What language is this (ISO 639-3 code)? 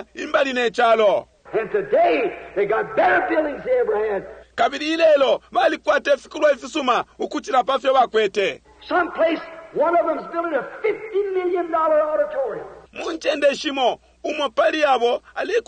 bem